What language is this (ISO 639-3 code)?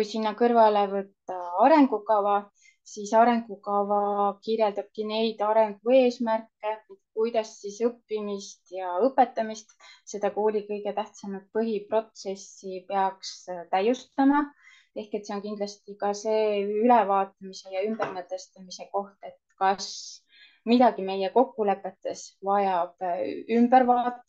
est